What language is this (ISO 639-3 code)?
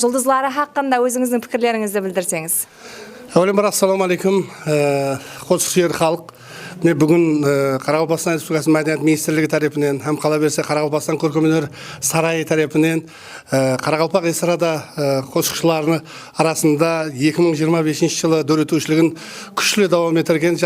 kaa